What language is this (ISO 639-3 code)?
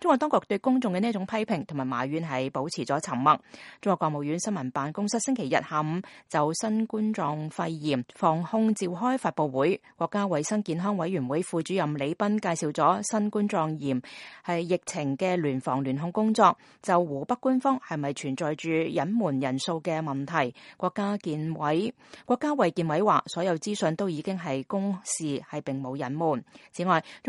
yue